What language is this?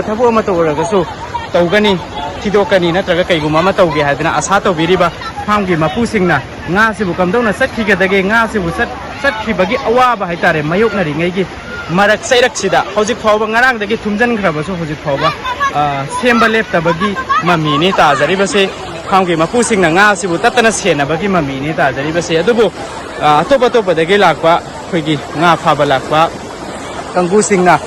Manipuri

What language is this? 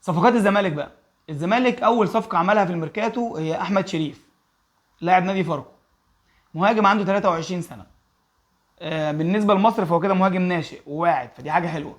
Egyptian Arabic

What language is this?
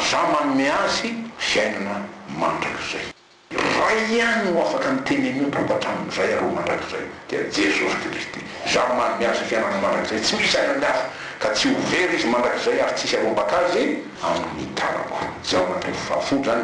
Malagasy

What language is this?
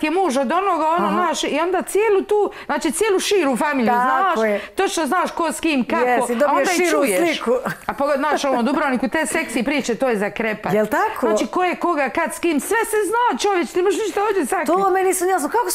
Croatian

